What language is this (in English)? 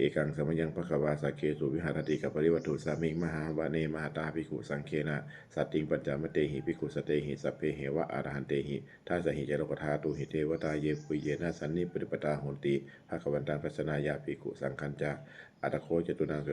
Pali